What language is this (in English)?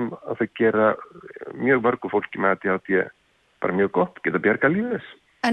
Icelandic